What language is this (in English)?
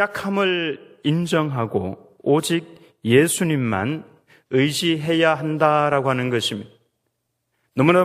Korean